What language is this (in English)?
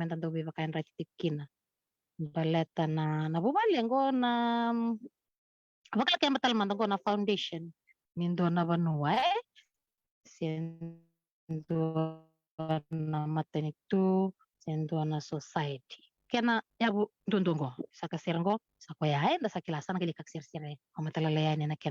Fijian